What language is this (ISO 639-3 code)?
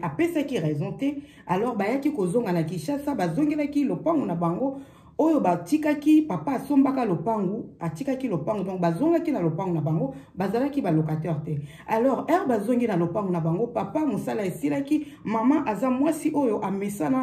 lin